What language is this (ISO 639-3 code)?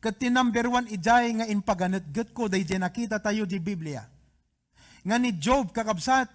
ilo